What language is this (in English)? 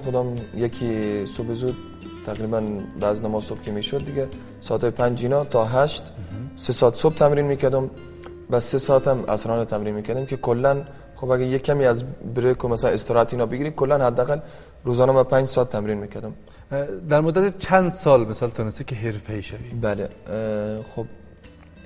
Persian